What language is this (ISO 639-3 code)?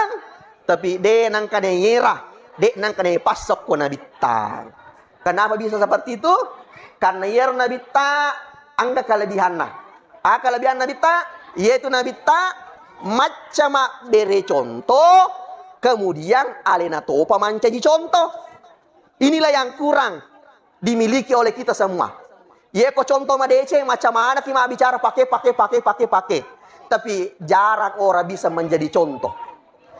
bug